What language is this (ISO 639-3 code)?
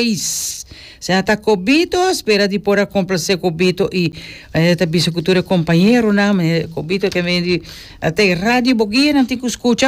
pap